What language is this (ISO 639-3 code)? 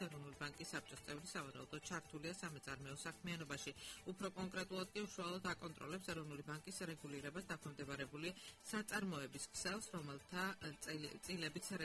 kat